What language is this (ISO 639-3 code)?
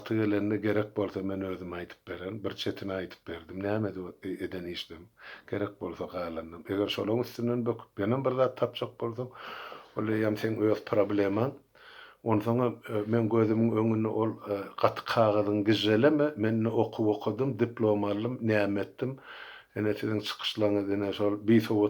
tuk